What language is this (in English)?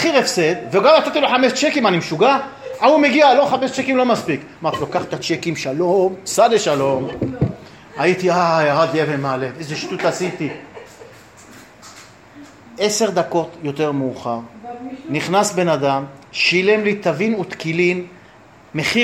Hebrew